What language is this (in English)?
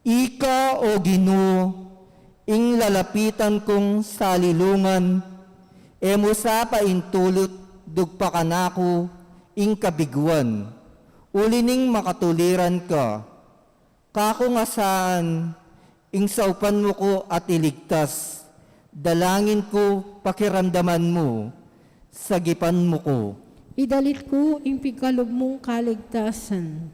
Pampanga